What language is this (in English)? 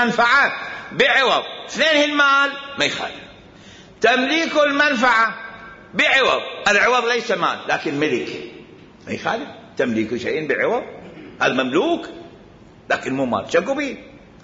Mesopotamian Arabic